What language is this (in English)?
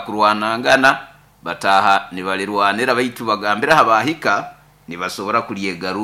Nyoro